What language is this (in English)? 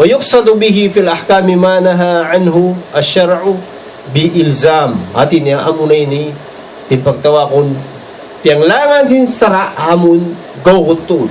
Tausug